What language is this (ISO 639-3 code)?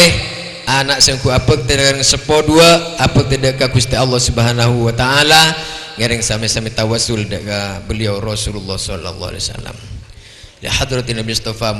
mad